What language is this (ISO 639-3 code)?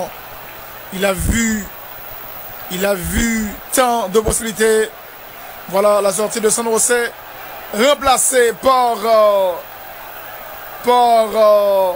fra